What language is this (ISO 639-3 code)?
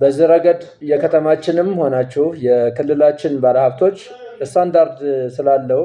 amh